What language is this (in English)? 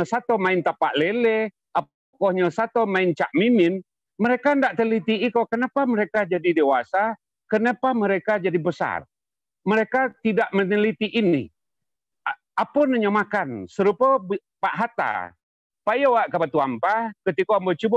Minangkabau